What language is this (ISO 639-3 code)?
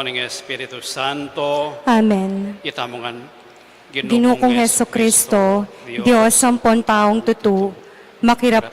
pam